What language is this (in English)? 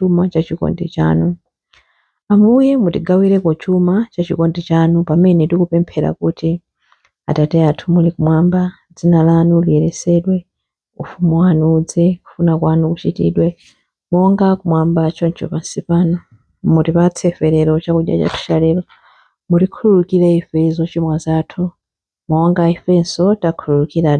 Nyanja